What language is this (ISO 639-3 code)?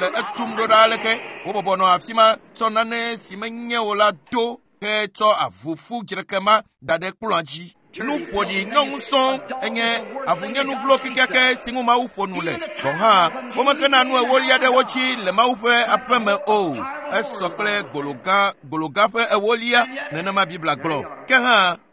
ewe